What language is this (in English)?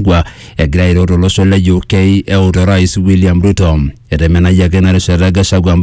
Masai